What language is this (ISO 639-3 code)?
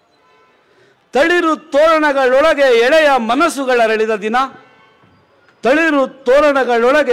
kan